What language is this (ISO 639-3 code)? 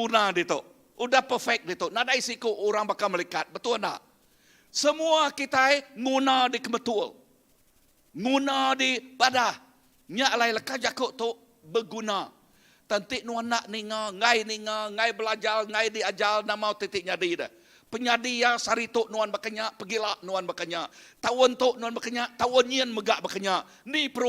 iba